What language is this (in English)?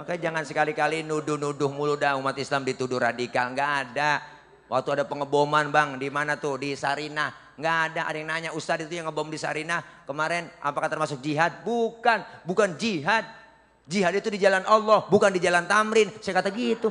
Betawi